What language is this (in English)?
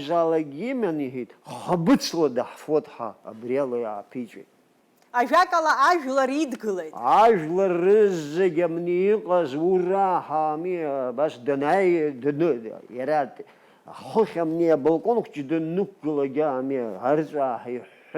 Abkhazian